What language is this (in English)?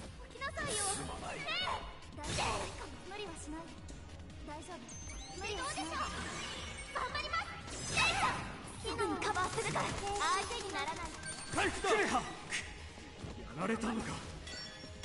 Japanese